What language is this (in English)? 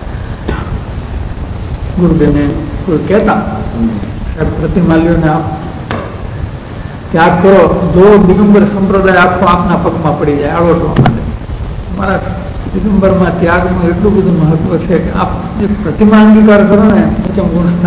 Gujarati